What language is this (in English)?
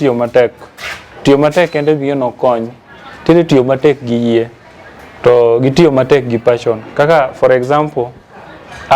Luo (Kenya and Tanzania)